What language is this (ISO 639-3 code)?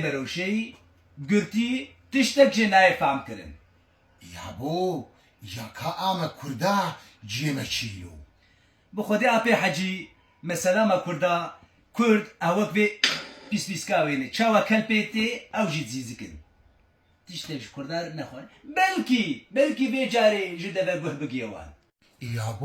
kur